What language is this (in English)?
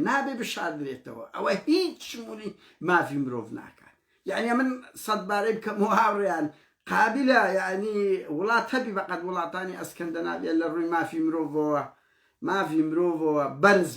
Central Kurdish